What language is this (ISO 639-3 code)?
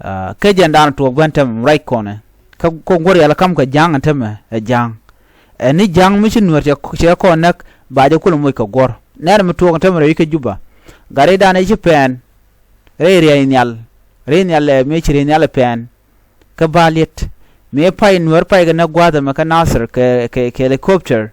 nus